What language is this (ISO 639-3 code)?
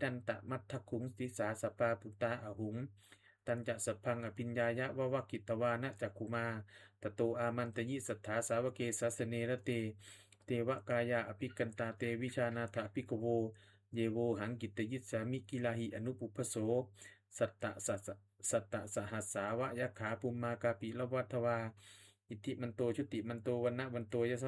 pli